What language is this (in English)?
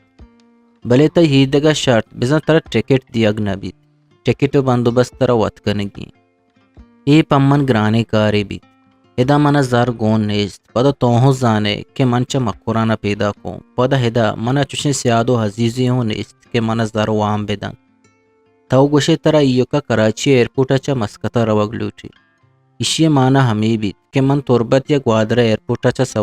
Eastern Balochi